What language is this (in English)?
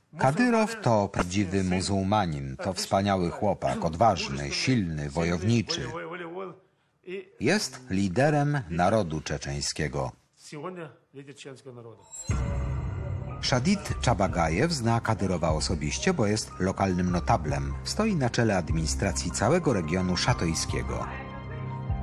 Polish